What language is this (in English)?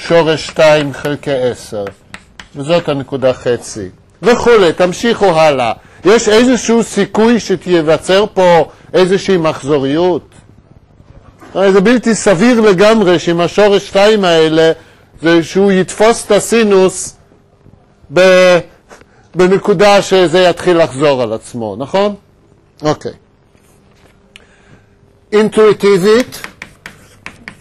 Hebrew